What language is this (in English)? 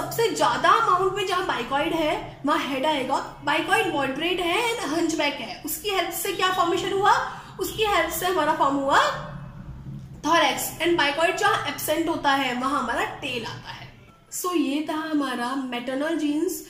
Hindi